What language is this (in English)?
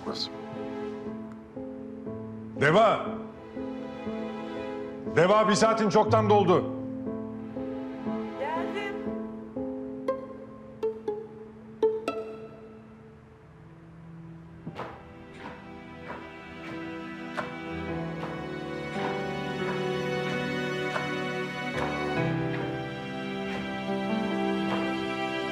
Turkish